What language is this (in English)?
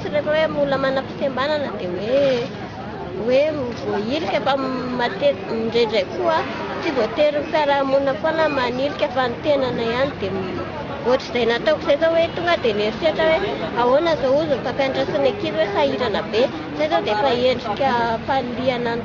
Malagasy